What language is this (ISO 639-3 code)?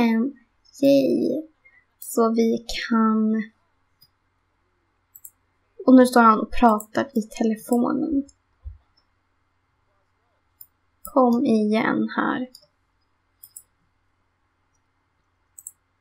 swe